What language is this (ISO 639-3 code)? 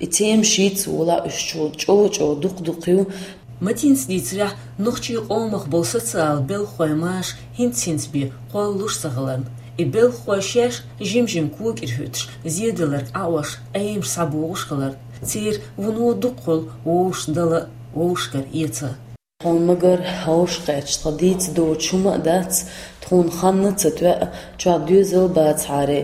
che